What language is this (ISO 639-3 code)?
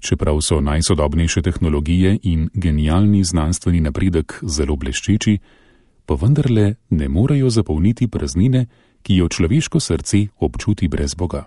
slv